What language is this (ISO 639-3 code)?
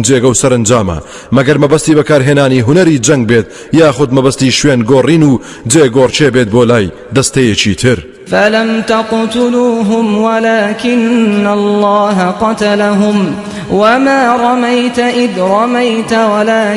ckb